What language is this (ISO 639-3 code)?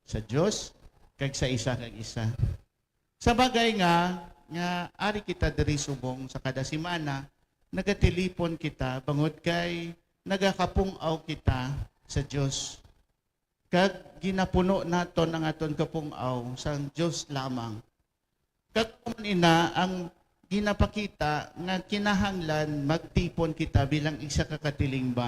hil